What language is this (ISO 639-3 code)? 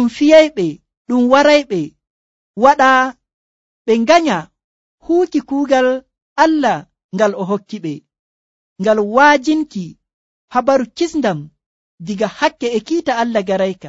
fuv